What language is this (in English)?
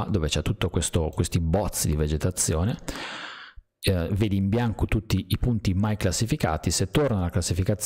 Italian